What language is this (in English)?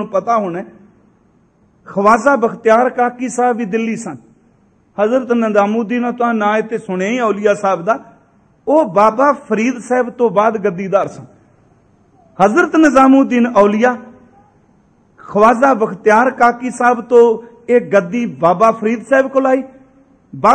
Punjabi